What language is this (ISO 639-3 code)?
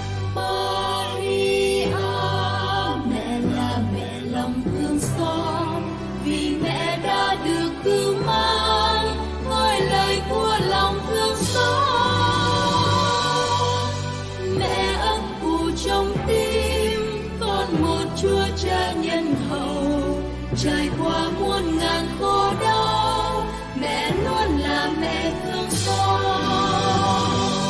vie